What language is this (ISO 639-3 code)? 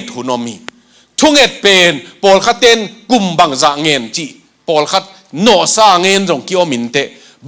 ctd